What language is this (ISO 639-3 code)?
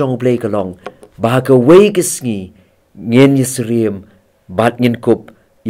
kha